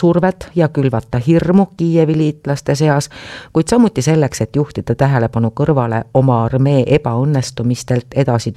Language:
Estonian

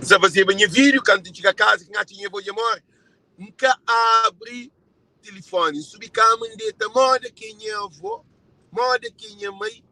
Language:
Kabuverdianu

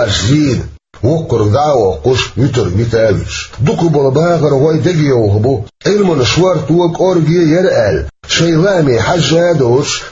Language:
Chechen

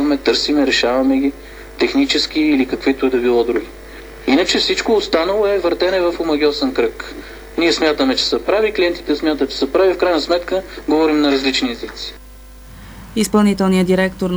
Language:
Bulgarian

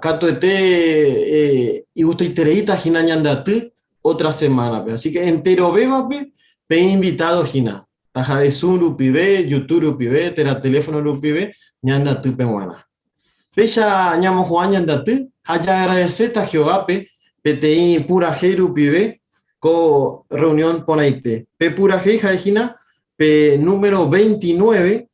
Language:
Guarani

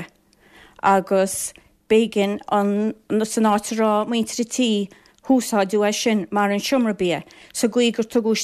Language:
Irish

